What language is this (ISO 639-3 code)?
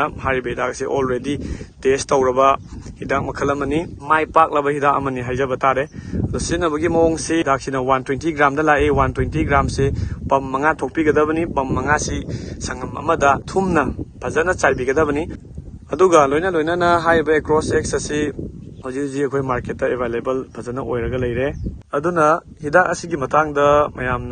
mni